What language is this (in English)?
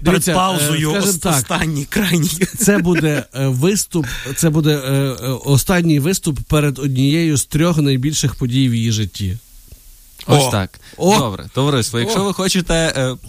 Ukrainian